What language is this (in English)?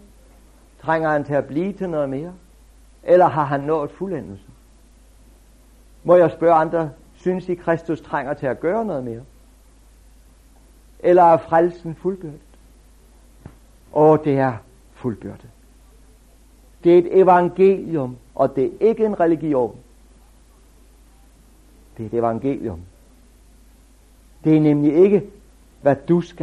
Danish